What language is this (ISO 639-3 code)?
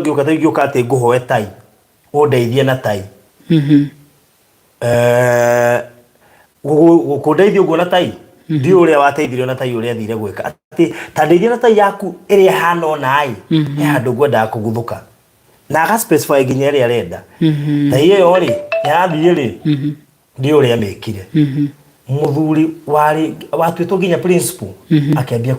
kik